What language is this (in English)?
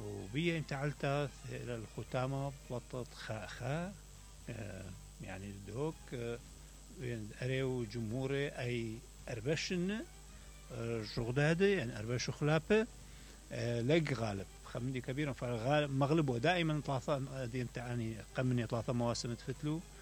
Mesopotamian Arabic